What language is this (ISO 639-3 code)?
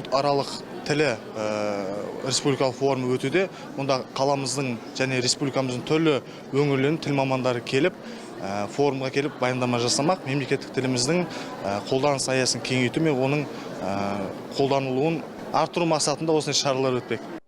kaz